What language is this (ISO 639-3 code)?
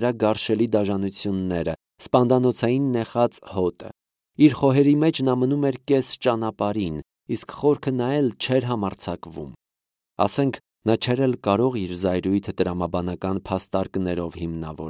hye